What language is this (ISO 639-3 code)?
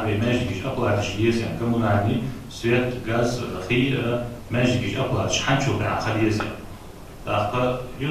inh